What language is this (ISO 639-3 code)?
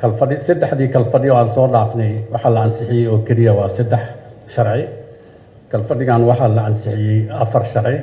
som